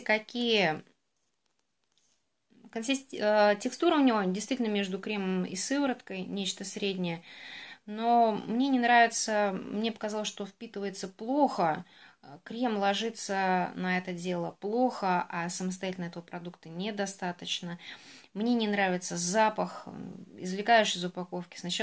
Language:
Russian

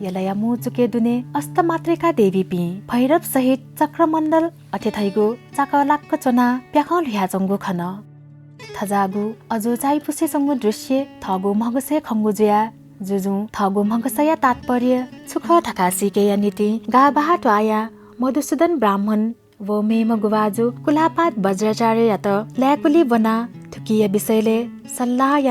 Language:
Newari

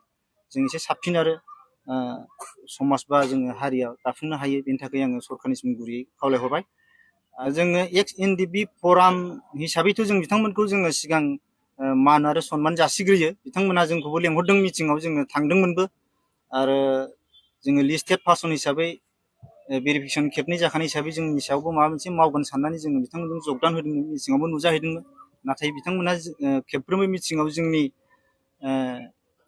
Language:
Bodo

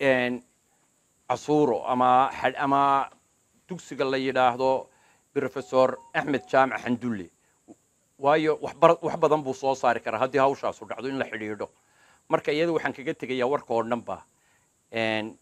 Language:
Somali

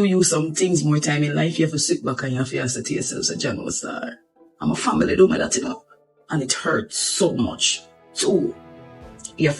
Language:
Jamaican Creole English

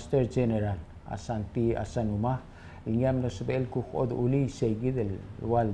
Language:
Palauan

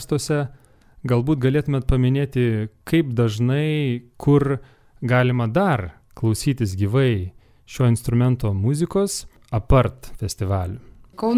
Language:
Lithuanian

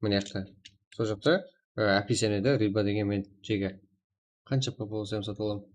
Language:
Kara-Kalpak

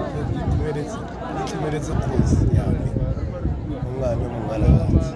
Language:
Tswana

